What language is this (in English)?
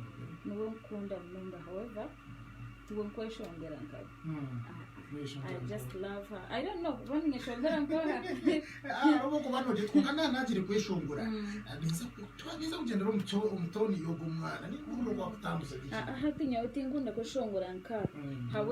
Nyankole